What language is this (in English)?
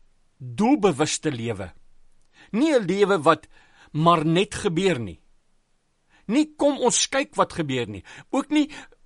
Afrikaans